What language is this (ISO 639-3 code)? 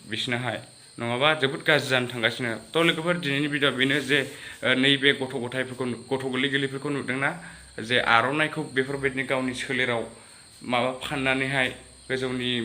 brx